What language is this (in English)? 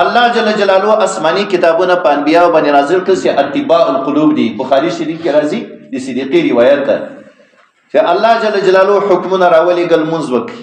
Pashto